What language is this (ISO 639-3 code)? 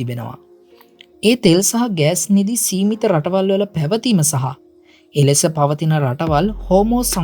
sin